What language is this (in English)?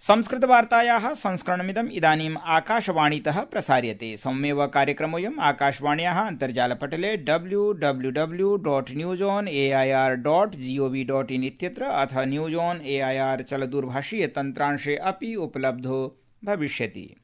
Sanskrit